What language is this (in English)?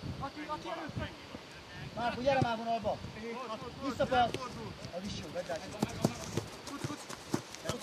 Hungarian